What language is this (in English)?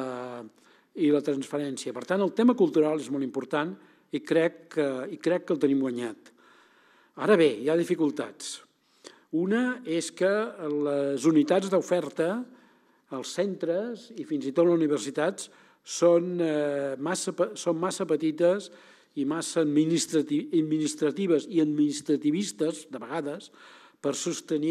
Catalan